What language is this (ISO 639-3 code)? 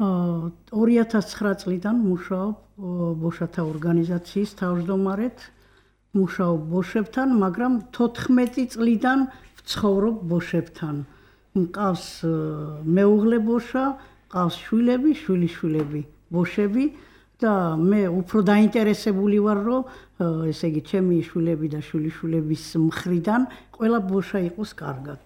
kat